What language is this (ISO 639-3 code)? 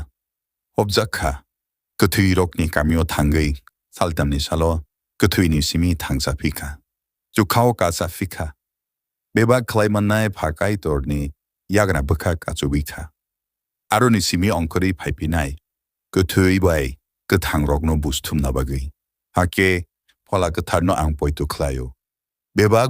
trp